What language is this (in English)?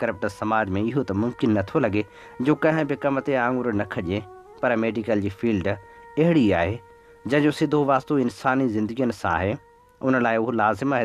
Sindhi